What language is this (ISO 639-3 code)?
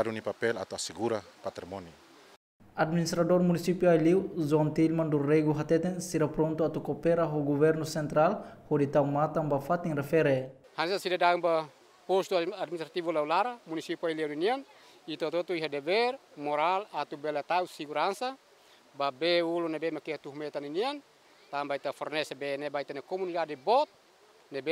tet